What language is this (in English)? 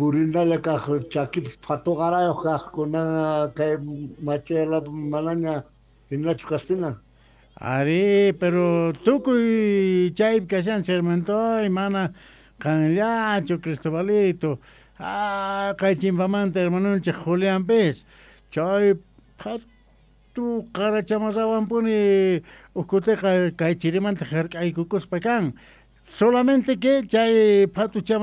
South Bolivian Quechua